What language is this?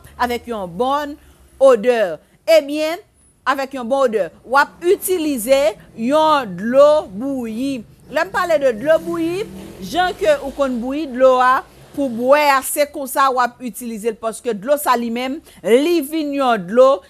Haitian Creole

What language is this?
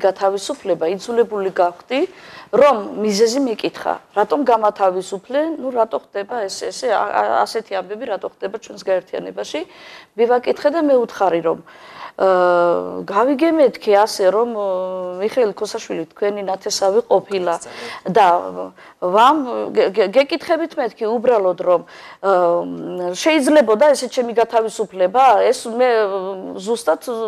Georgian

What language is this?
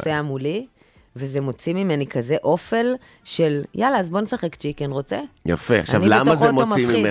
Hebrew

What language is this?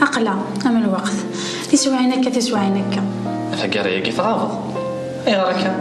Kabyle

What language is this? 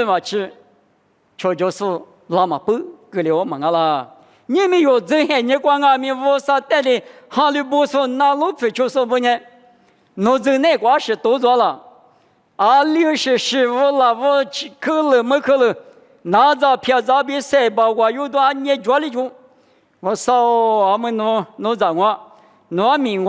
Lisu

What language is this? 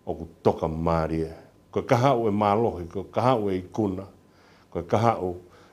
Tongan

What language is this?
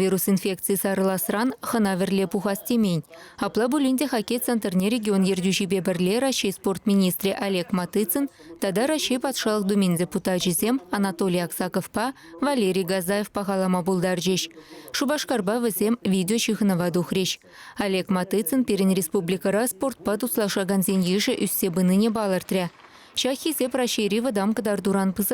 Chuvash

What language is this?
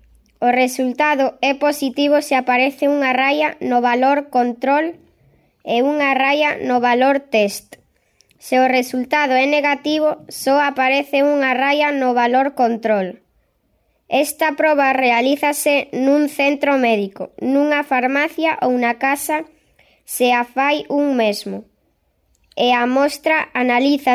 Galician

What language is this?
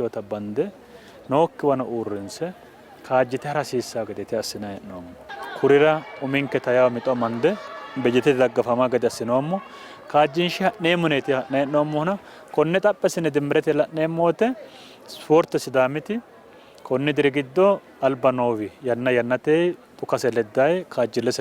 Sidamo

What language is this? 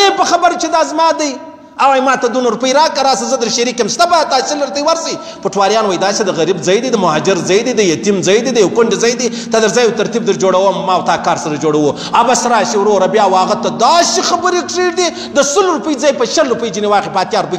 Pashto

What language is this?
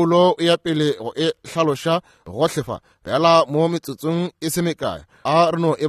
Northern Sotho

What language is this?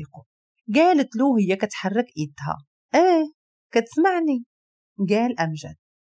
Moroccan Arabic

